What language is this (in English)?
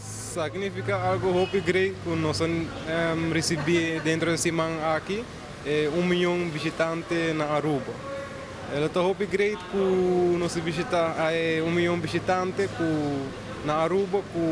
Papiamento